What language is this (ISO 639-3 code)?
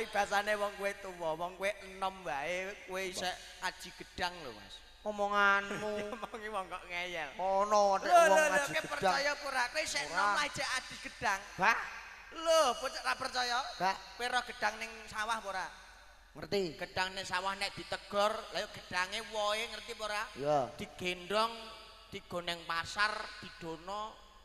jav